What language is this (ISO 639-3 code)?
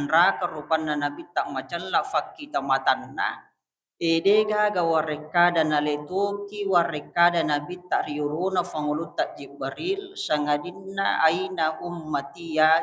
bug